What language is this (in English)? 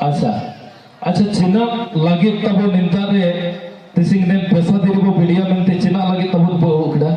Santali